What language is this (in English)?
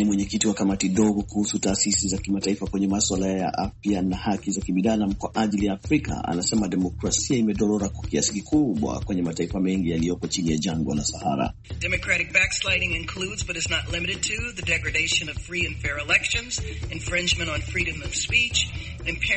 Swahili